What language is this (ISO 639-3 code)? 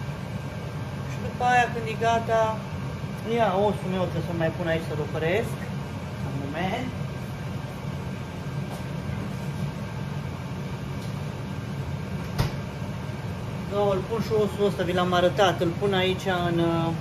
ron